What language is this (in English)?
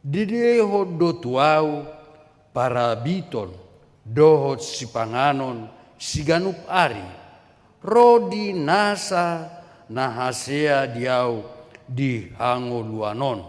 Batak Toba